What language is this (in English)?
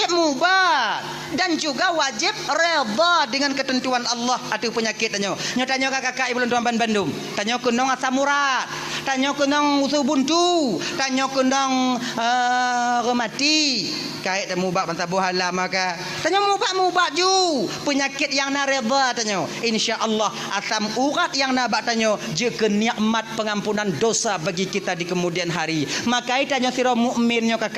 Achinese